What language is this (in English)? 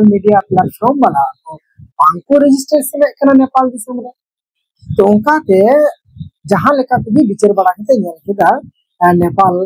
Santali